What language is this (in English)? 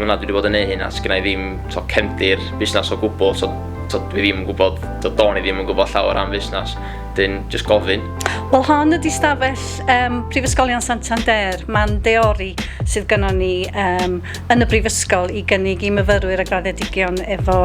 Welsh